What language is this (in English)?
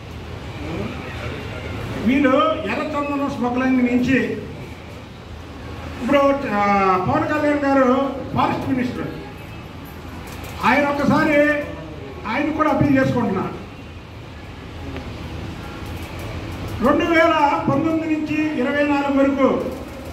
Telugu